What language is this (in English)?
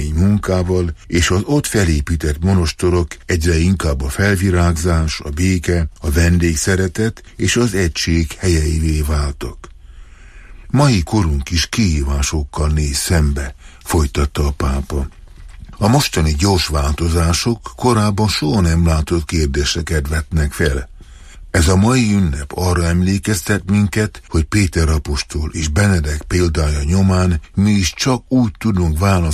Hungarian